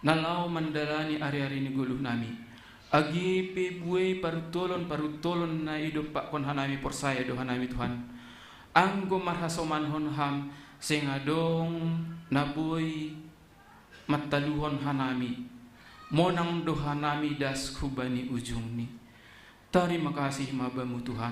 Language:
Batak Simalungun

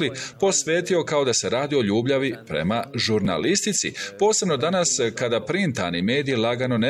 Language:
Bosnian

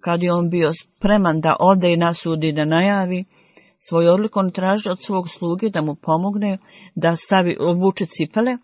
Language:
Bosnian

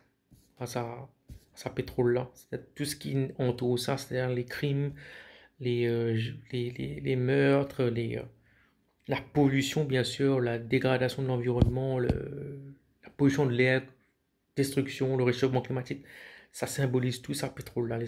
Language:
Morisyen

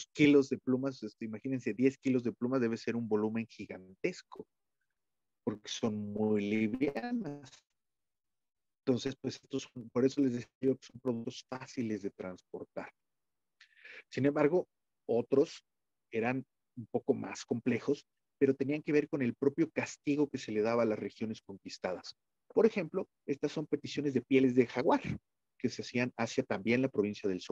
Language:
Spanish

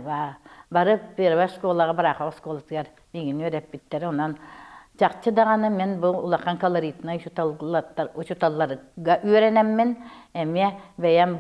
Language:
Yakut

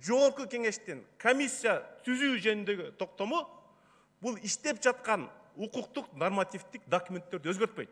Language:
Kyrgyz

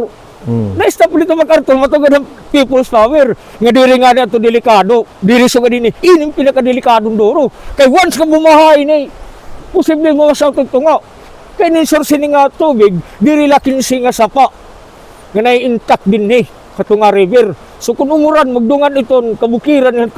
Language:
Waray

